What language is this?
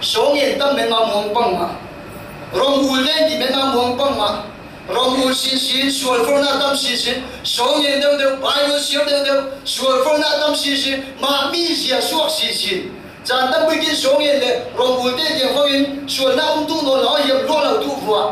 Falam Chin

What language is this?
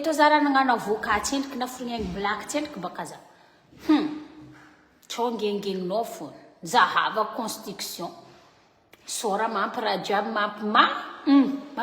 Malagasy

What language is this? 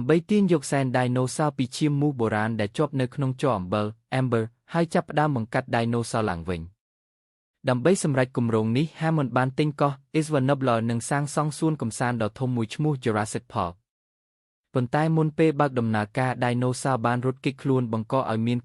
Khmer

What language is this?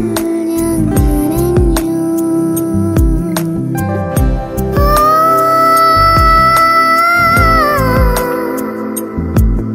Malayalam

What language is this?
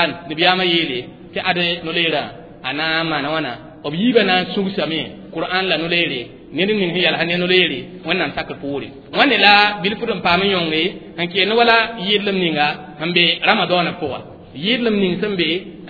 Mossi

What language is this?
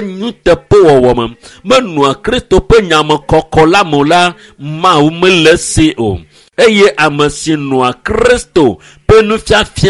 Ewe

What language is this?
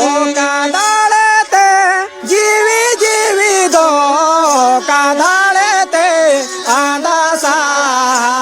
Santali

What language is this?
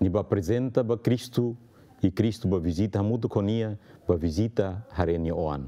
Tetum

